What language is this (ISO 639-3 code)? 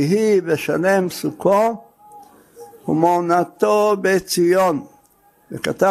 heb